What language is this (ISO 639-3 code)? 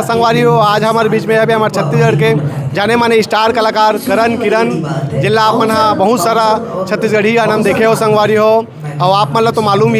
hne